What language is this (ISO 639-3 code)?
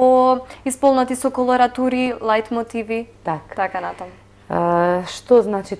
mkd